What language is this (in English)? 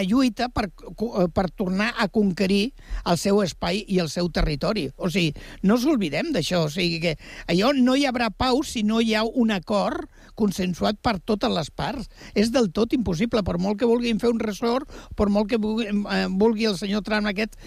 Catalan